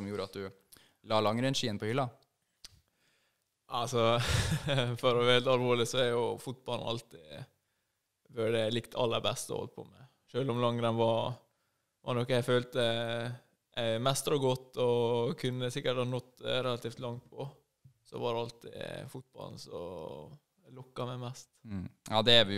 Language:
Norwegian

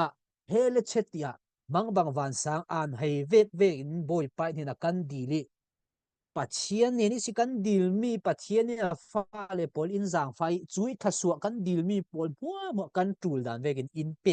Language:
Falam Chin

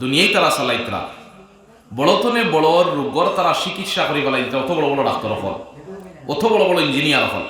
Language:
Sylheti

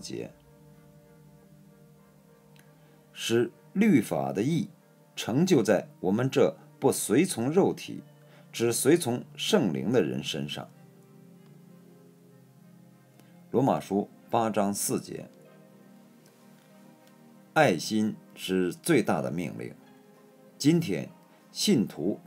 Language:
Chinese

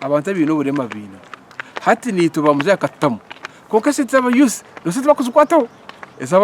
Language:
Nyankole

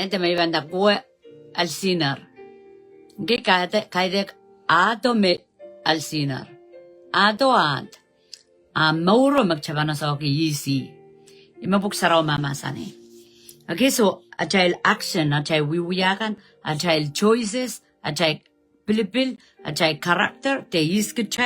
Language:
Pohnpeian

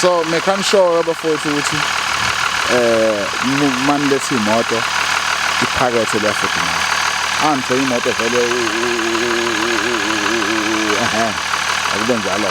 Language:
Zulu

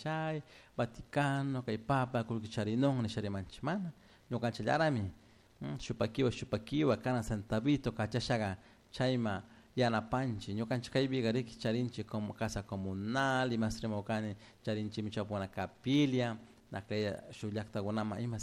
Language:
Chimborazo Highland Quichua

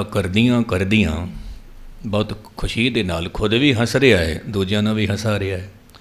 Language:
Punjabi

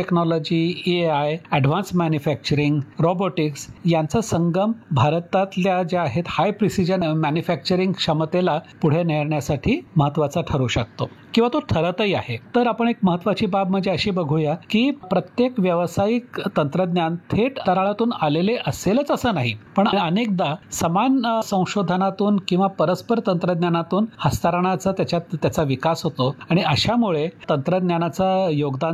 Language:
Marathi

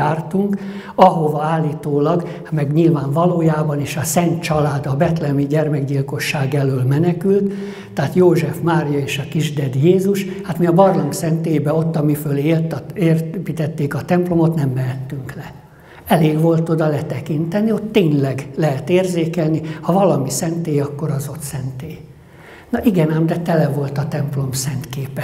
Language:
Hungarian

